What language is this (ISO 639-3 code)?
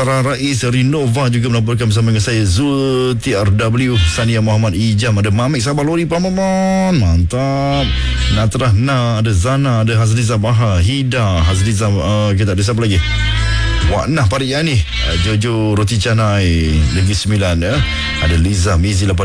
msa